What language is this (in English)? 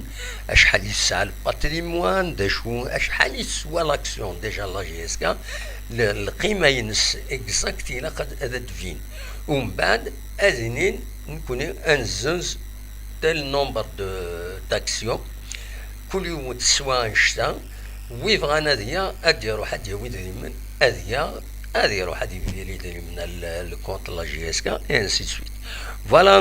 Kabyle